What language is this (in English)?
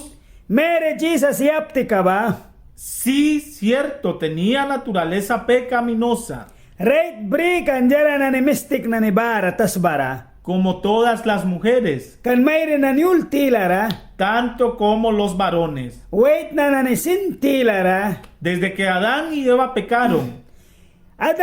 Mískito